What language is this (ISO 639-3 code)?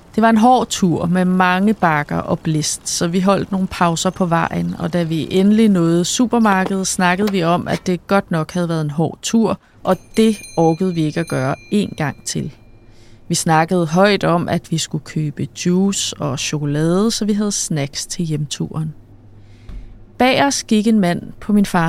dan